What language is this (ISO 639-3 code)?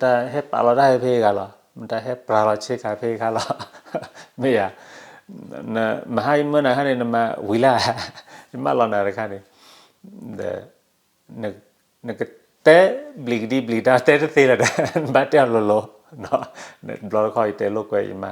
ksw